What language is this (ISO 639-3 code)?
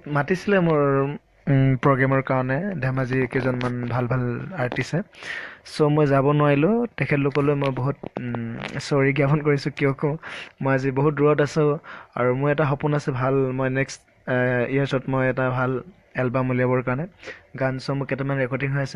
asm